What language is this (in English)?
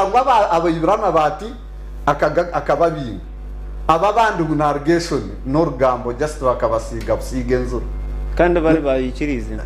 Nyankole